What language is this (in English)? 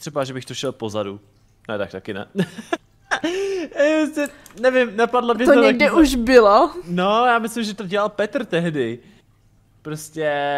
Czech